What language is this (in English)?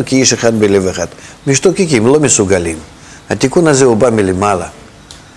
Hebrew